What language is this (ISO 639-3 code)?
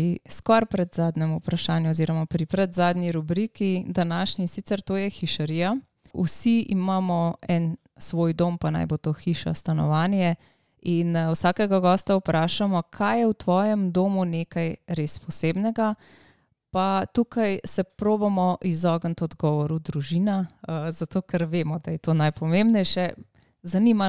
slv